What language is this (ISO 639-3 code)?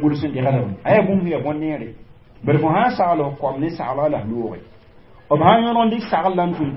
mos